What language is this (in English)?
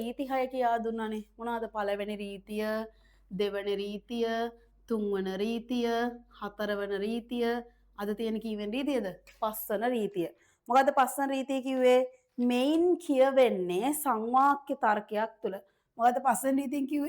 Sinhala